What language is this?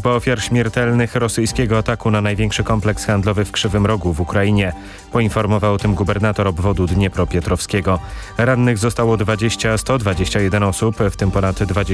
Polish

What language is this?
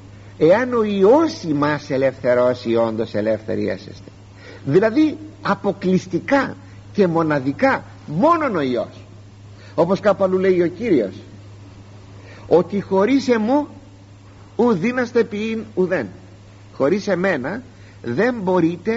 Greek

